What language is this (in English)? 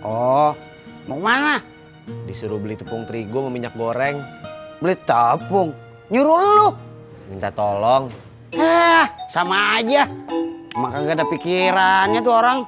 Betawi